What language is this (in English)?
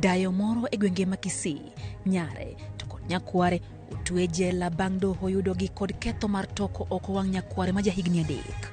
Luo (Kenya and Tanzania)